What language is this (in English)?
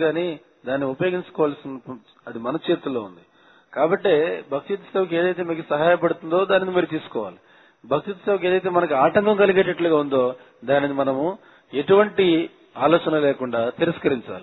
Telugu